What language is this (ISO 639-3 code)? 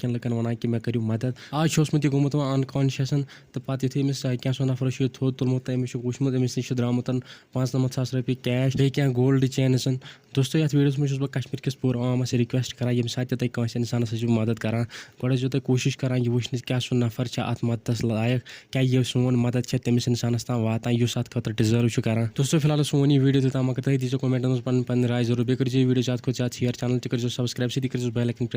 kas